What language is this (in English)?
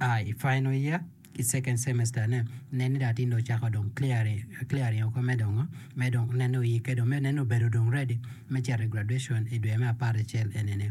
Acoli